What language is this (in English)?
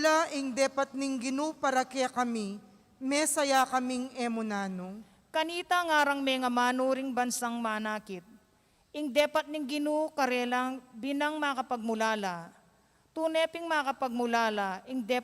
Pampanga